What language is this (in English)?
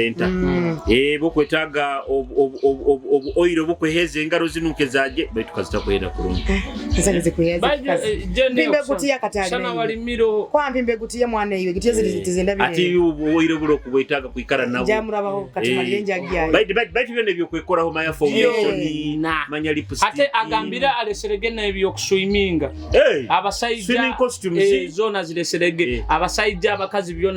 Nyoro